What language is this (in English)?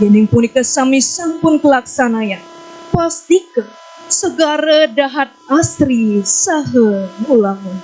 Balinese